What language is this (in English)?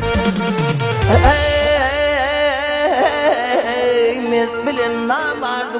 Turkish